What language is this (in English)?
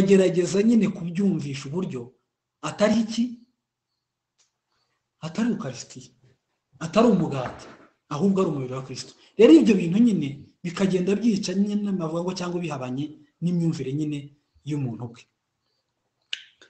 Kinyarwanda